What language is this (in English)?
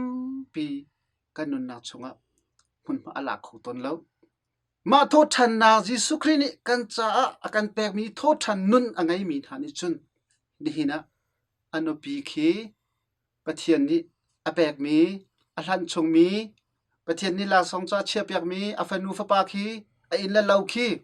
Hakha Chin